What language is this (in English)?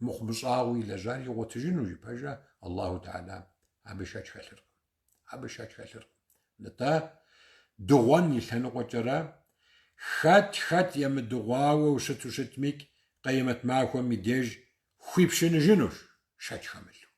Kabardian